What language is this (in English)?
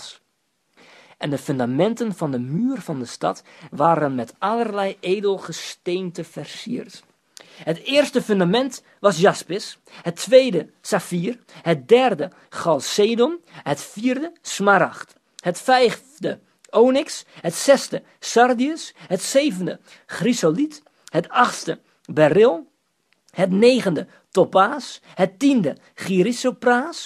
Dutch